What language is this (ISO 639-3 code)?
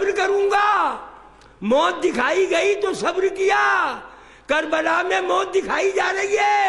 urd